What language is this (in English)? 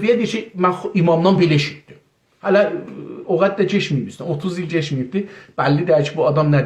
South Azerbaijani